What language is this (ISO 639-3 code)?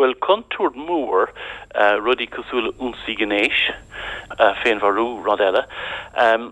gle